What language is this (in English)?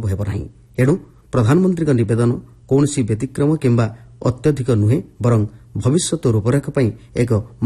Odia